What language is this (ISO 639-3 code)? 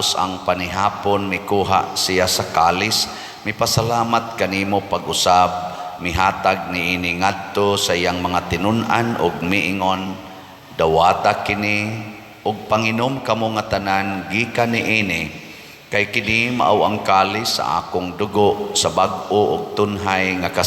ceb